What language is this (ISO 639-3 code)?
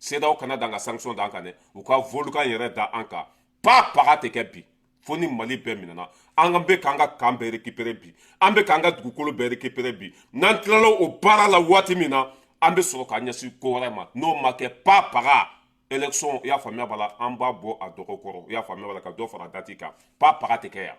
bam